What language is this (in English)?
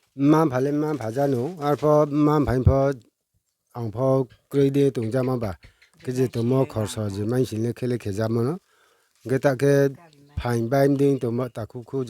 Riang (India)